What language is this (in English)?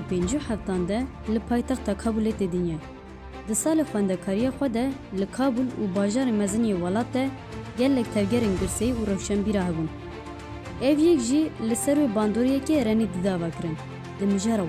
Kurdish